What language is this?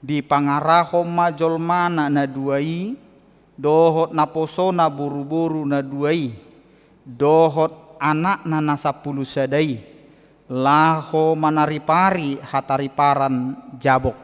Batak Toba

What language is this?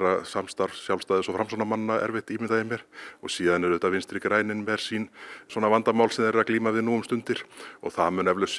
Icelandic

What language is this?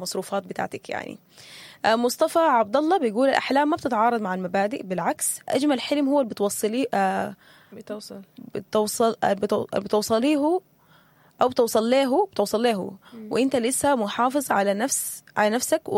Sudanese Arabic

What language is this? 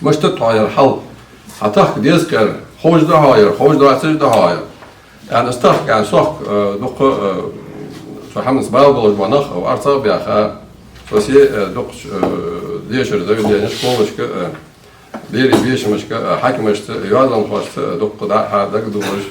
Ingush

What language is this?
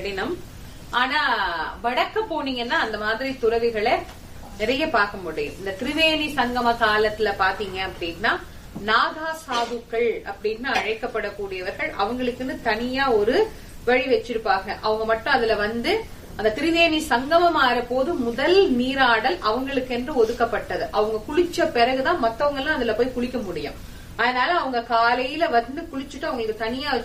Tamil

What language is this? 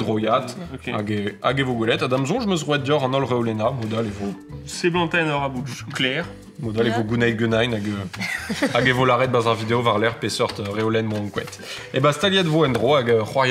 Breton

